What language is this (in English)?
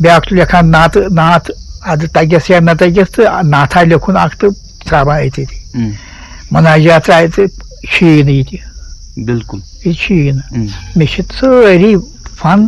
Kashmiri